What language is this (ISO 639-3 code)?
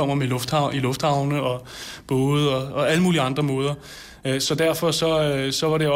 dan